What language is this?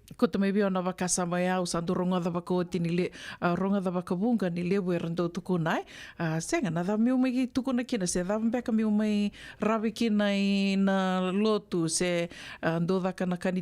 Fijian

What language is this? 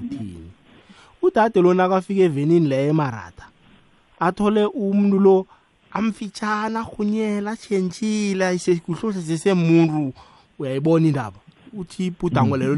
South Ndebele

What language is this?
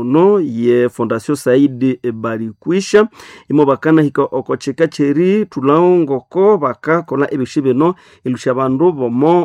Nande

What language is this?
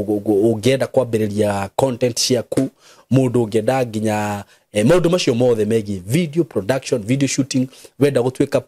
Kikuyu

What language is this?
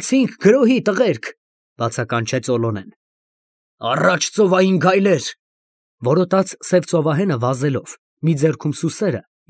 Armenian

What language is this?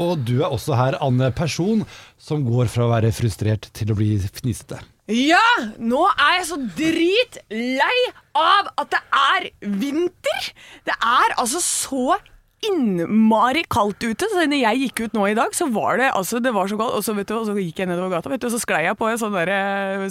Norwegian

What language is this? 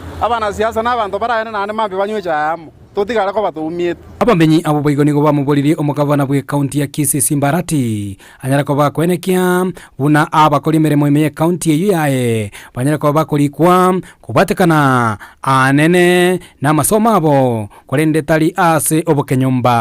Gusii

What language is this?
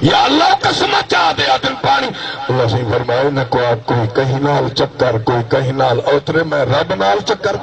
Saraiki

